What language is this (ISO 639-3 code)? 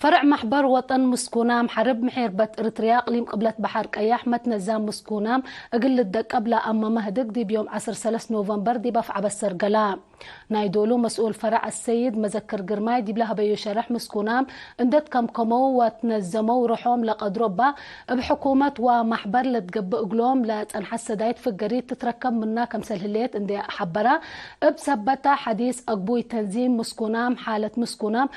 tig